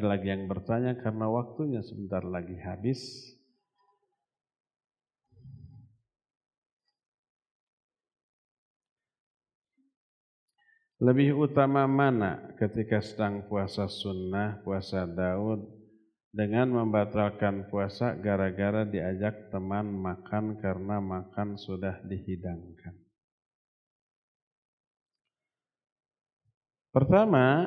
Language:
Indonesian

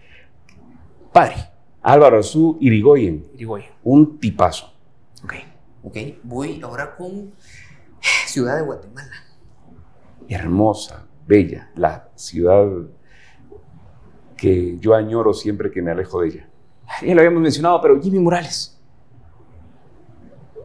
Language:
Spanish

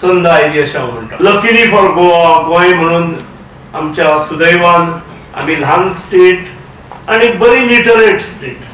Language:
Konkani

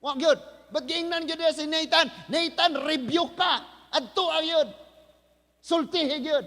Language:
Cebuano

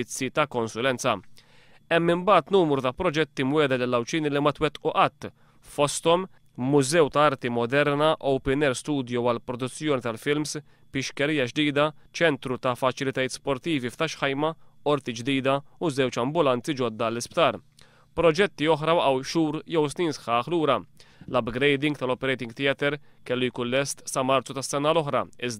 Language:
Maltese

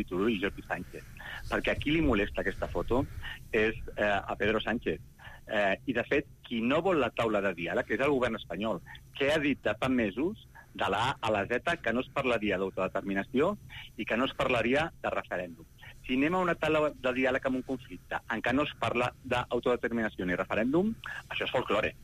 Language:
Catalan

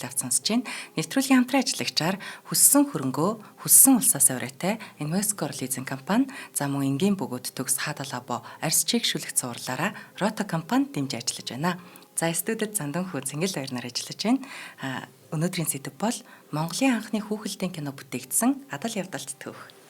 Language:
Mongolian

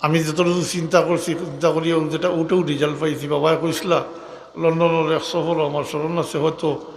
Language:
Sylheti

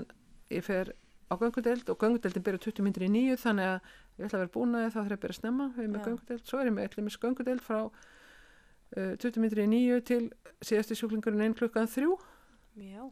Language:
Icelandic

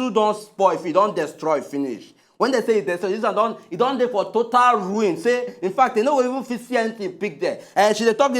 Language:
Nigerian Pidgin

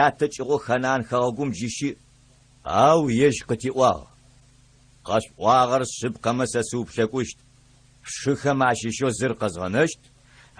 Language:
Adyghe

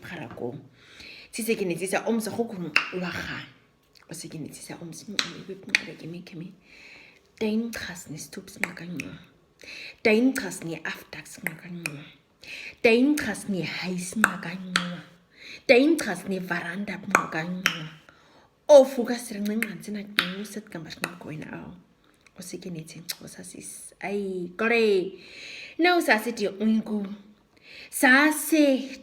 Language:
Nama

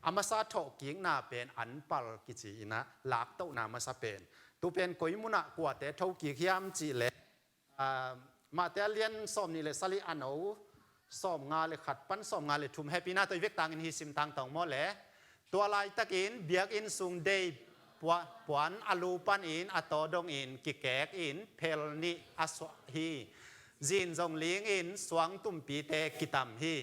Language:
Tedim Chin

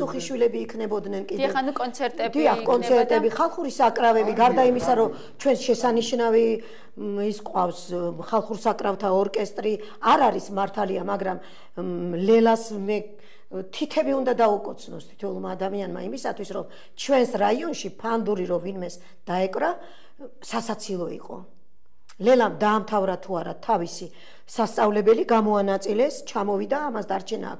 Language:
Georgian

